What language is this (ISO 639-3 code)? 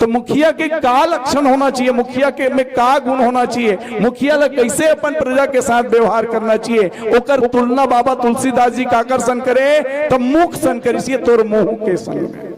hne